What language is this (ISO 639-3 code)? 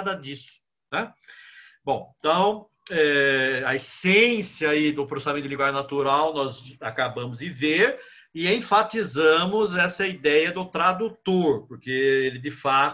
por